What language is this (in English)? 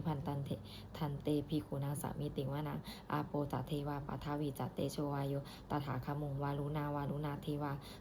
Pali